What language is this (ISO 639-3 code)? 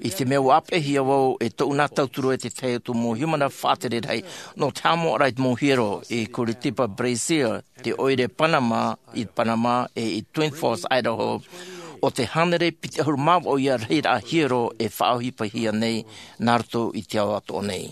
tah